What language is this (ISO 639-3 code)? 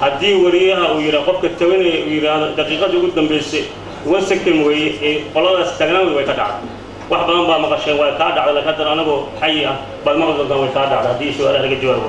som